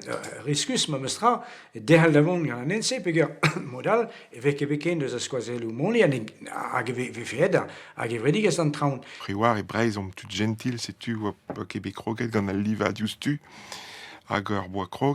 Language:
Breton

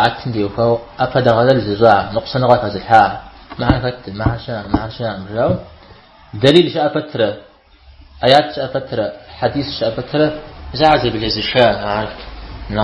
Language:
Kabardian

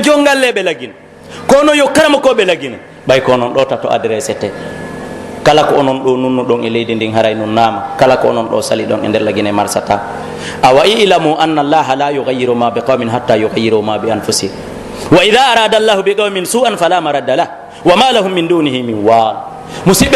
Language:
Pular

